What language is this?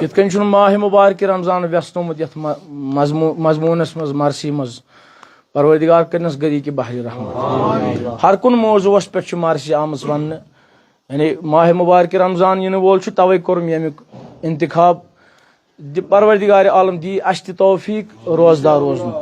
Kashmiri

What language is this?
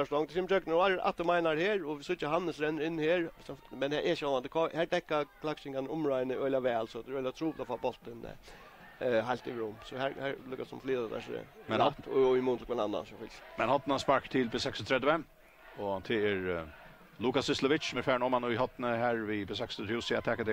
Faroese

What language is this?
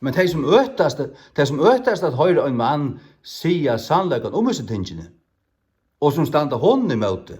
Faroese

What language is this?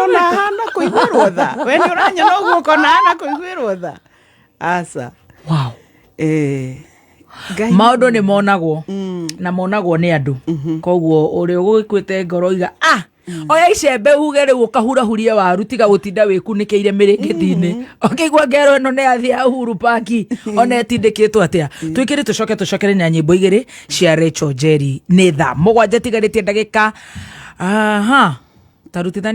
Kikuyu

